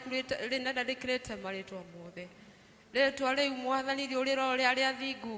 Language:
Kikuyu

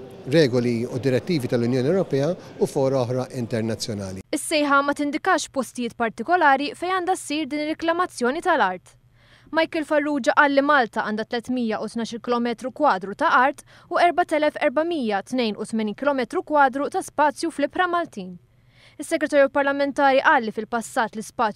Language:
Maltese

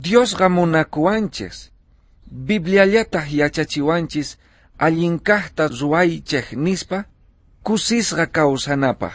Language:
South Bolivian Quechua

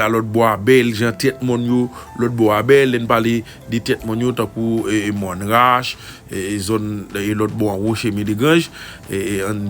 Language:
Haitian Creole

